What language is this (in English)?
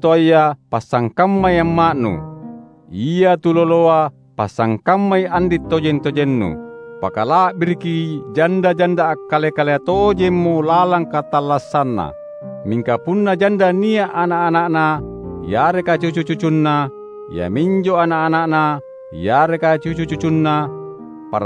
Makasar